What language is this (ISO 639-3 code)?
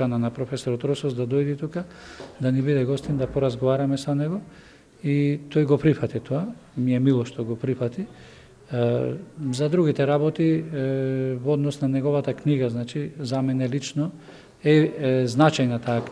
mkd